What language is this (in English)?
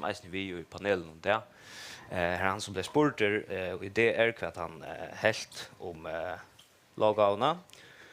Faroese